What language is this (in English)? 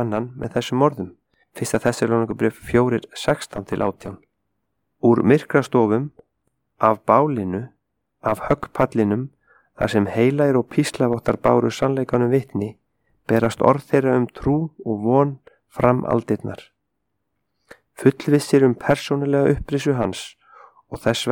Icelandic